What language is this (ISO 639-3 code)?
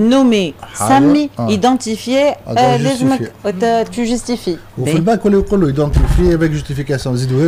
aeb